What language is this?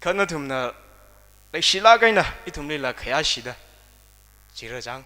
Tangkhul Naga (India)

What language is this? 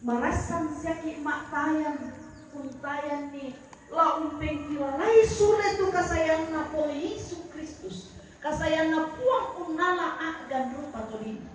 Toraja-Sa'dan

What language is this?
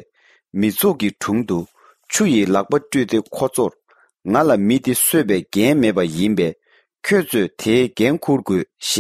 Tibetan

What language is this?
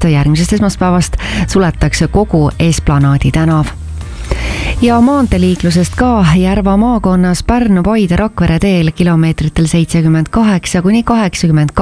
Estonian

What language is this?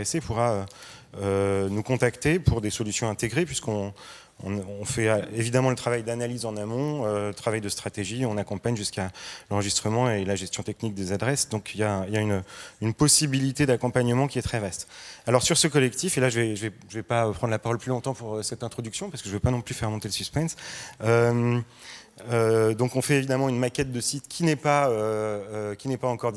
French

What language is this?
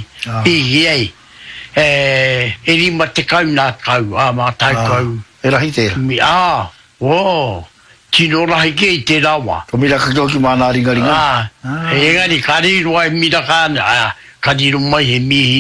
Māori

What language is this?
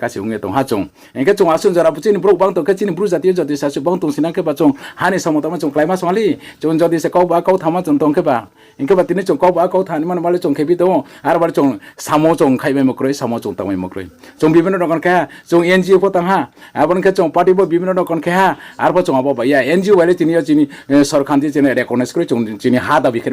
Riang (India)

